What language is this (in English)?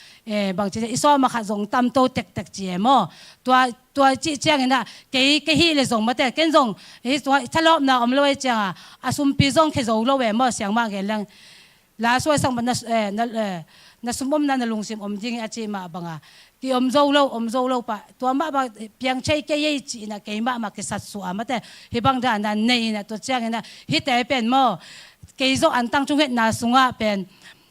Tedim Chin